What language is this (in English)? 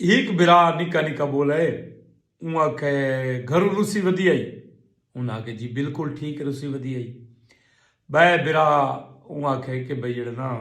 Saraiki